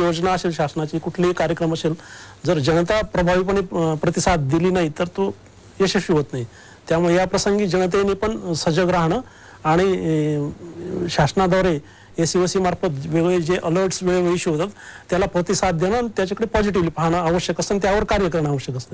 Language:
Marathi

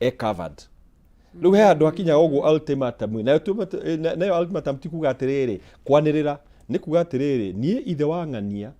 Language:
Kikuyu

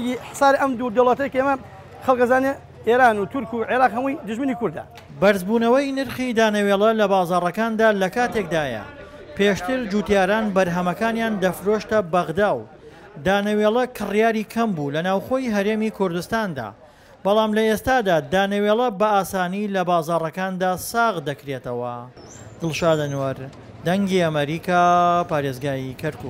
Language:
Central Kurdish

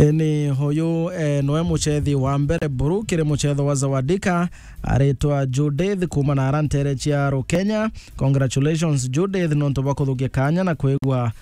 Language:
Meru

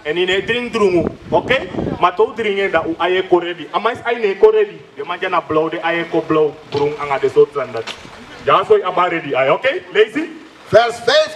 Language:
Sranan Tongo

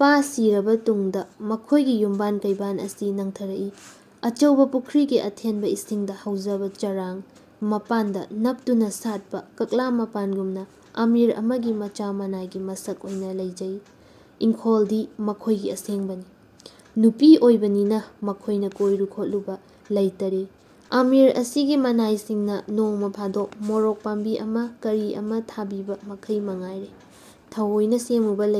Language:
Manipuri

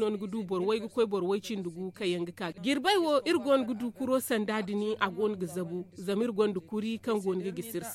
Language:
Zarma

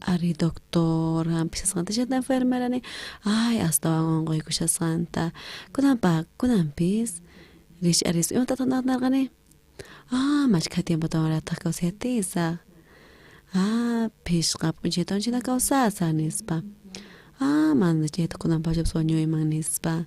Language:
South Bolivian Quechua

